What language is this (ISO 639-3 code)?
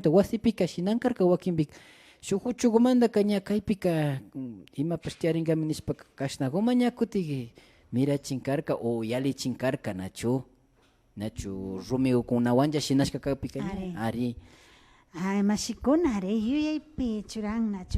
qvi